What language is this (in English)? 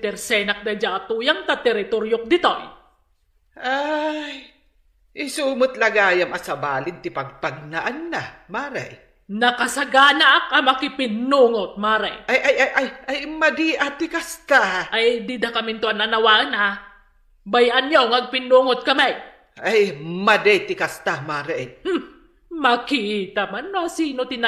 Iloko